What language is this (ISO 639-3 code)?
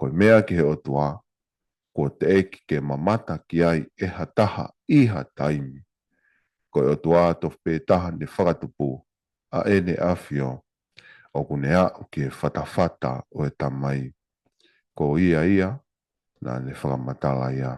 ton